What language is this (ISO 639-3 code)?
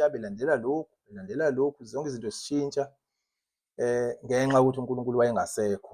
zul